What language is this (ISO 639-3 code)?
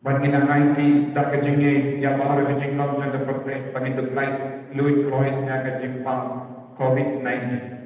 kha